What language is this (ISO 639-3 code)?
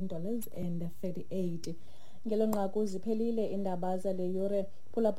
xho